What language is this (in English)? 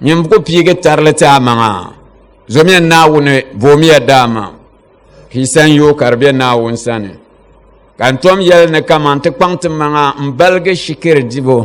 Dagbani